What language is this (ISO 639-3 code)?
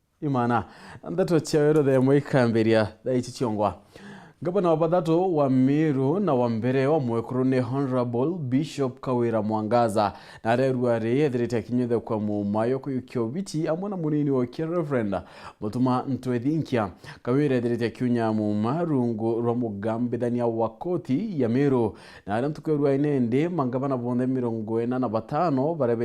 mer